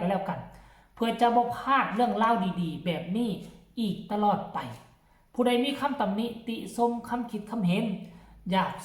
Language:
Northeastern Thai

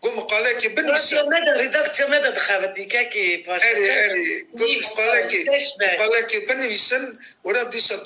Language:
Kurdish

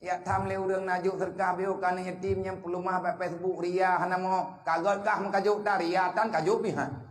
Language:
Achinese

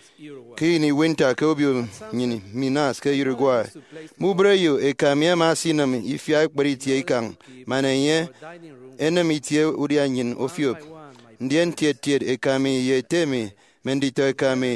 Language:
Efik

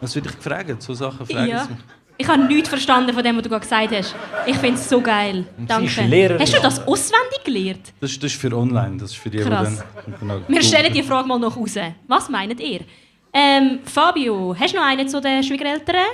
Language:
Swiss German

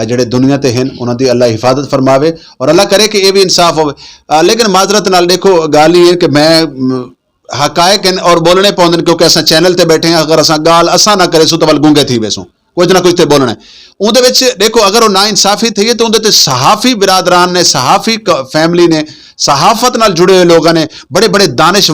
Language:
Saraiki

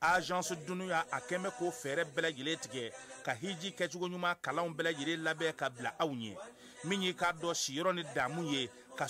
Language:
Bambara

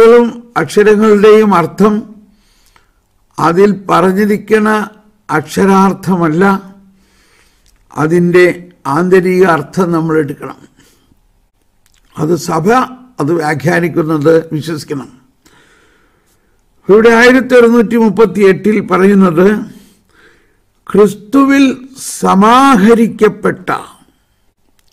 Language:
Malayalam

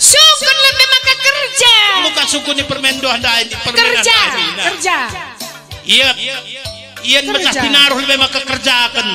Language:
Batak Karo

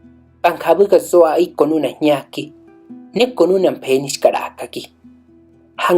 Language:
Mezquital Otomi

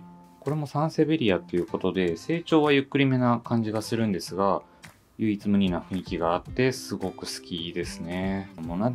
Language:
Japanese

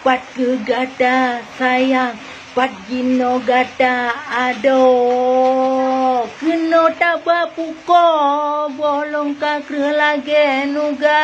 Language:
Achinese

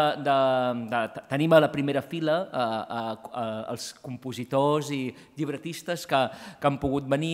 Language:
Catalan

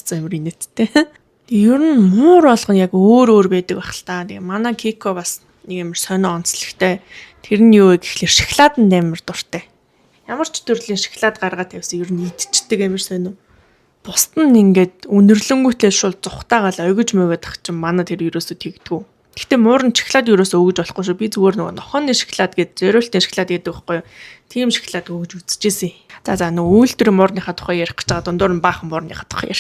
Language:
Mongolian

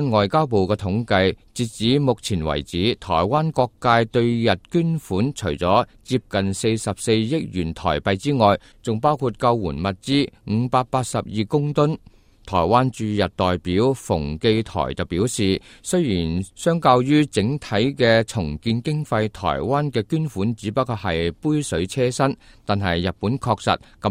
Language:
Cantonese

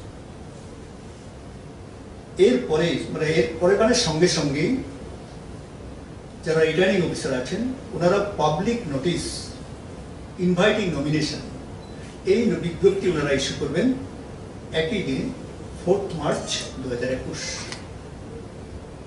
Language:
Bangla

